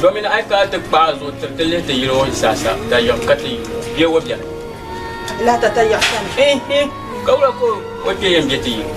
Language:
Dagbani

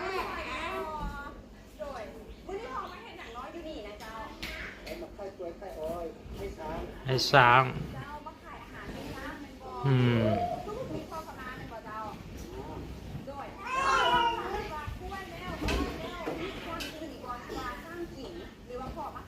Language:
Lao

